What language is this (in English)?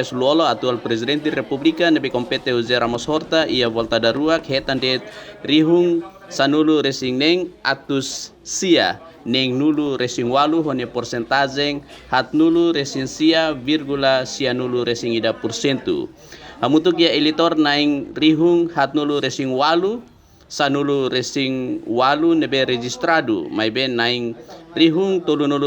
Tetum